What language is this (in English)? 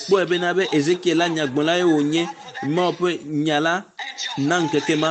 Ewe